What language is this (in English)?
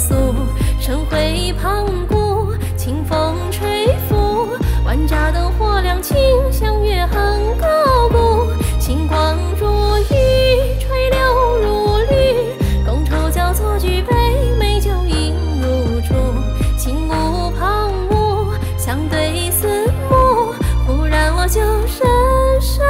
Chinese